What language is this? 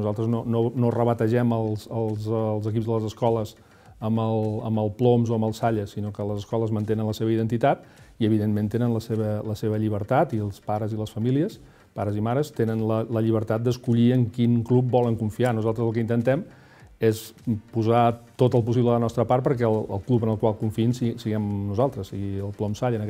Catalan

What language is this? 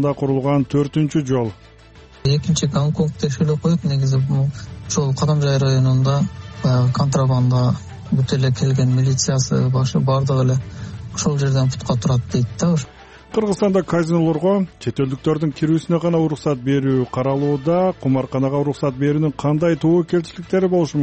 Kyrgyz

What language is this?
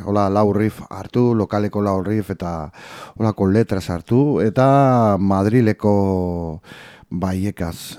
Basque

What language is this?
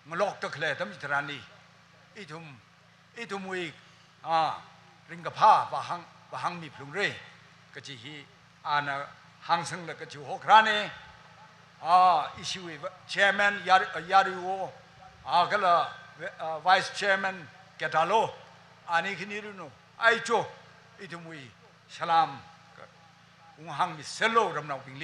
Tangkhul Naga (India)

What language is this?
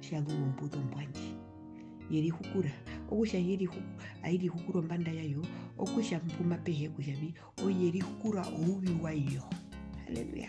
Herero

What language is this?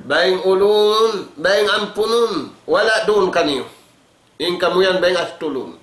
Tausug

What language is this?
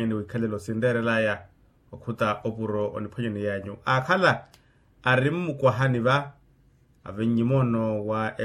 Makhuwa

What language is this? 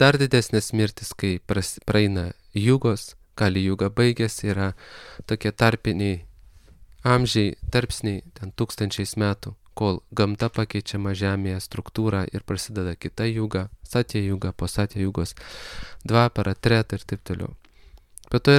Lithuanian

